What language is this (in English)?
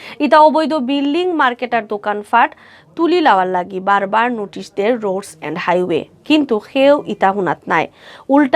Sylheti